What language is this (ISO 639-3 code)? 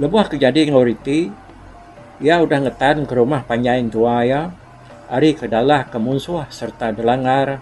iba